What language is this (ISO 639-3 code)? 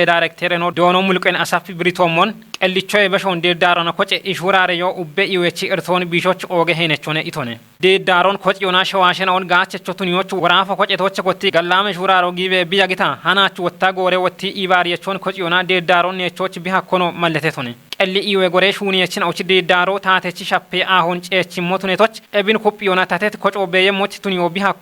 kbr